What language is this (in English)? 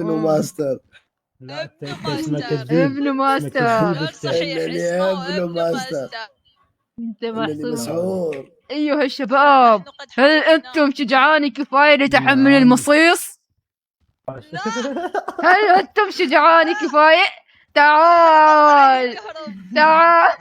Mesopotamian Arabic